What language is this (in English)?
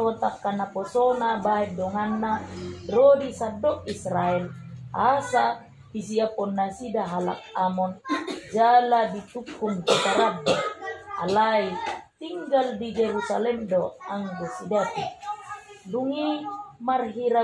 Batak Toba